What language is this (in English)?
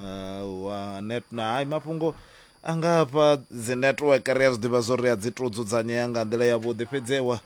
Venda